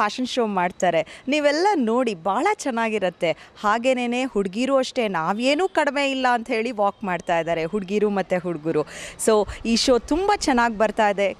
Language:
Kannada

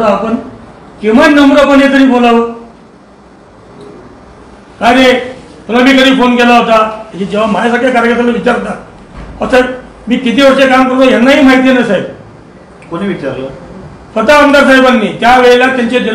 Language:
Marathi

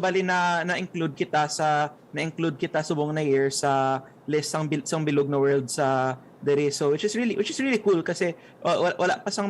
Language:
Hiligaynon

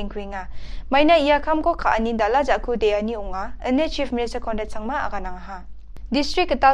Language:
Garo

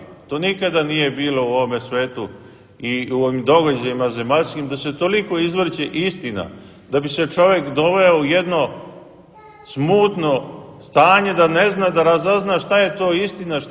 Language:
Serbian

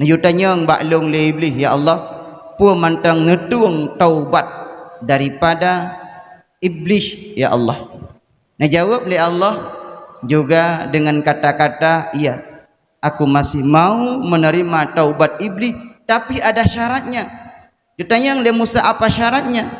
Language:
Achinese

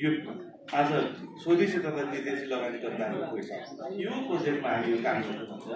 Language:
Nepali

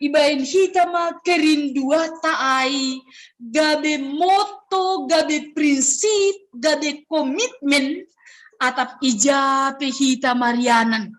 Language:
Batak Simalungun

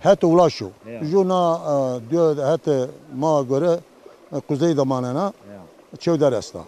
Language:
Zaza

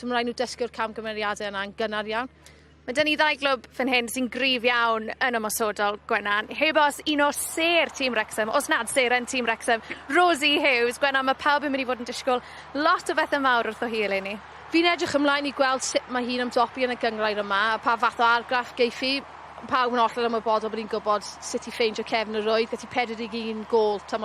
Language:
Welsh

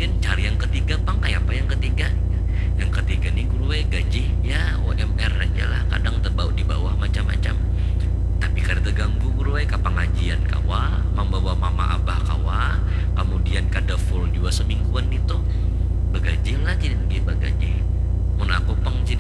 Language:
Banjar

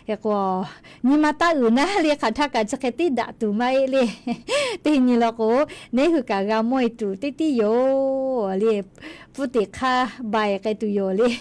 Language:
Lahu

